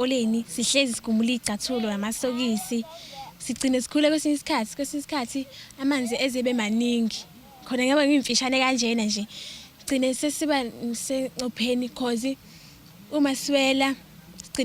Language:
Zulu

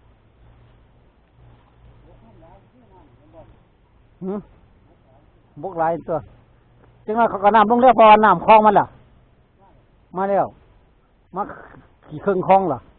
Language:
Lao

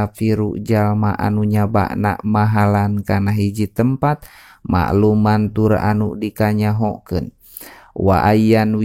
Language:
Sundanese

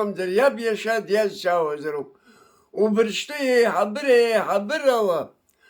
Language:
Abkhazian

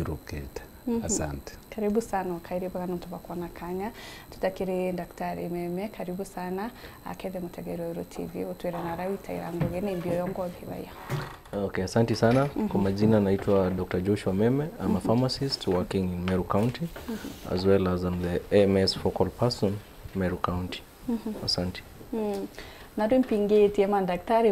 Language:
Meru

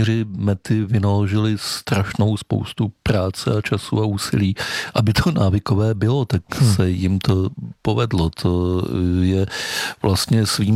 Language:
Czech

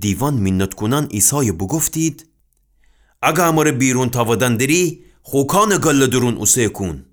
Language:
Gilaki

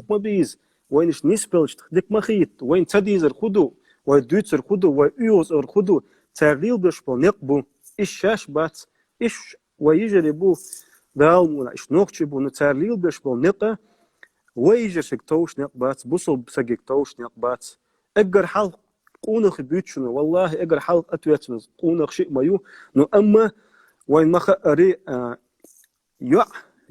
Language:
Chechen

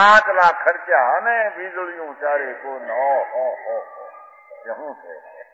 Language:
Gujarati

